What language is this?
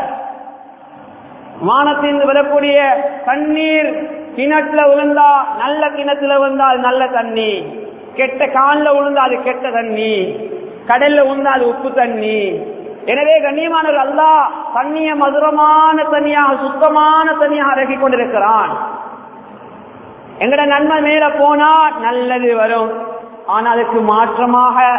Tamil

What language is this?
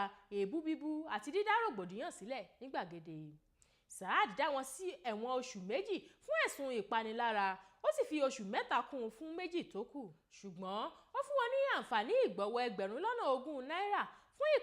Yoruba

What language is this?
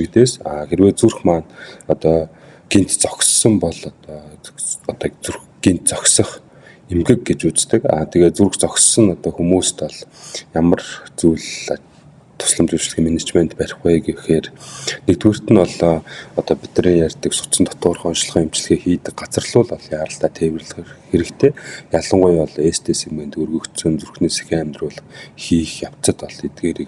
Mongolian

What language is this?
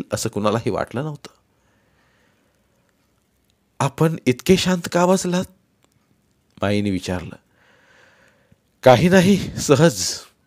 Marathi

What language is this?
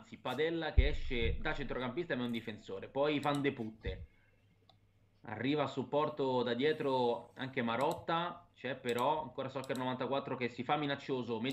Italian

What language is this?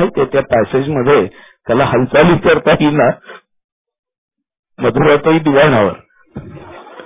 Marathi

